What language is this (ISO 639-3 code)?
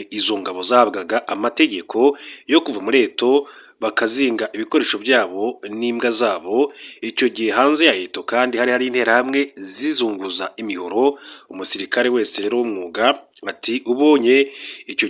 kin